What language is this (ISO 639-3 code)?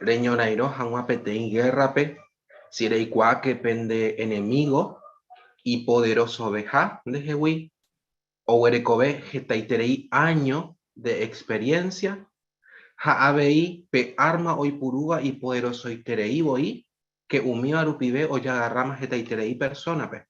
grn